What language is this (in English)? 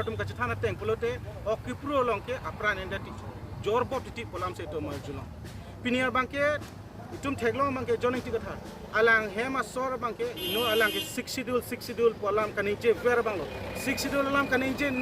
Karbi